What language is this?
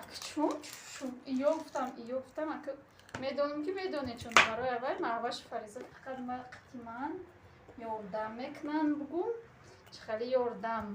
Tajik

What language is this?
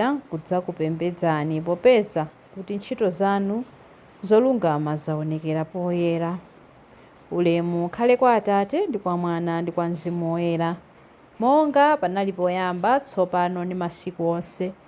Nyanja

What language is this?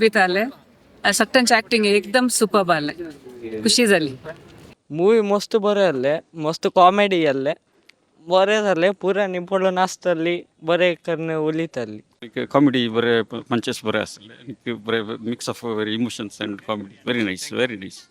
Konkani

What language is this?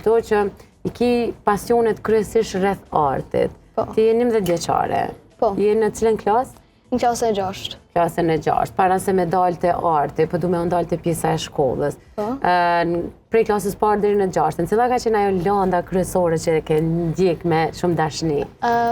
Albanian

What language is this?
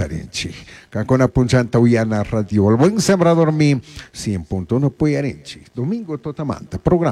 Chimborazo Highland Quichua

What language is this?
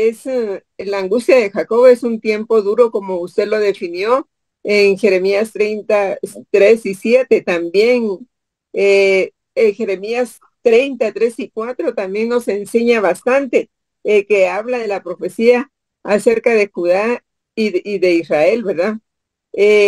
Spanish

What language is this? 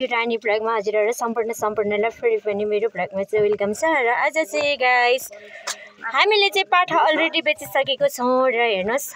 Nepali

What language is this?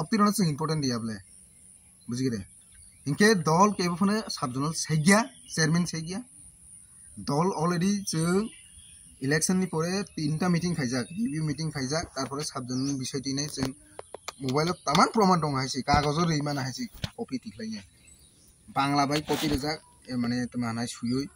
Kok Borok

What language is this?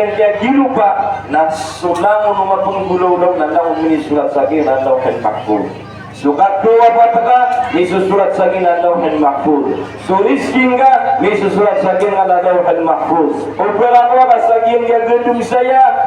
Maranao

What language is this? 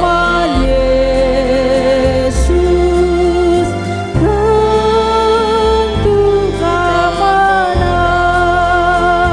Batak Karo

